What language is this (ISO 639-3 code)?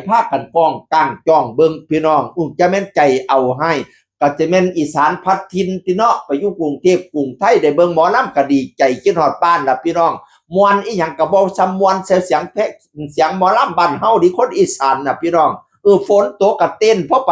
tts